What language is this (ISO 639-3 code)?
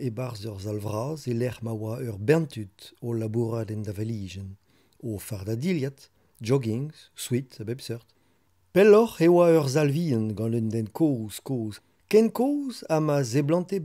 bre